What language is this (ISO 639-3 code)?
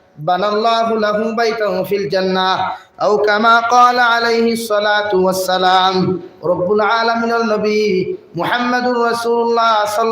syl